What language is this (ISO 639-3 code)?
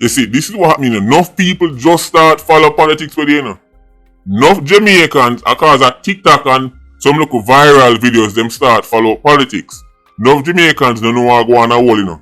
jam